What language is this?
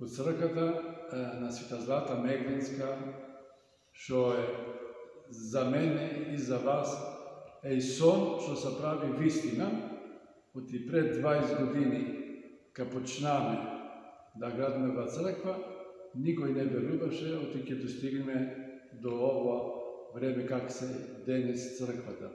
Macedonian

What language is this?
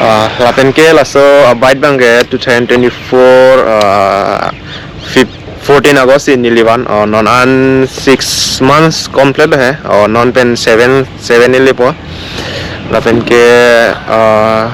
Karbi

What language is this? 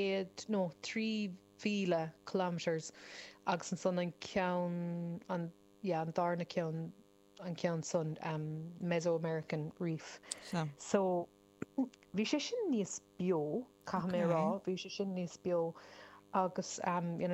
Irish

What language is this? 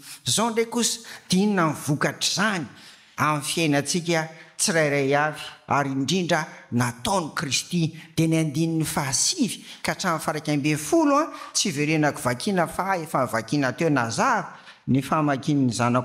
Malagasy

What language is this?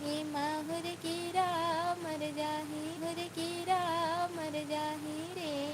Chhattisgarhi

